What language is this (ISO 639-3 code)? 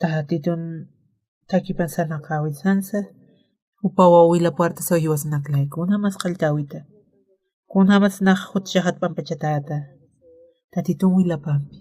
aym